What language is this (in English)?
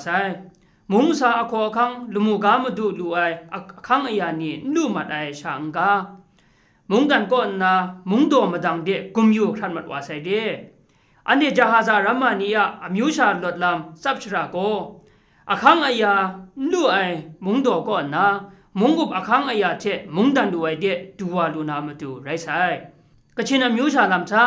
Kachin